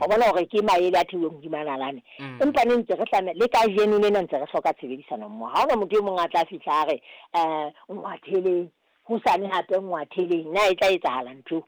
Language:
Southern Sotho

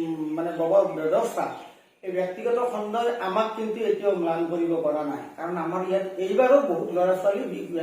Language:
Assamese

